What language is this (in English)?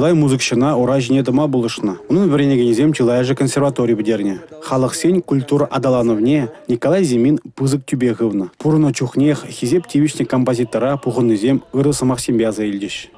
Chuvash